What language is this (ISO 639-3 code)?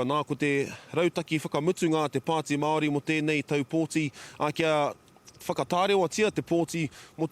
mri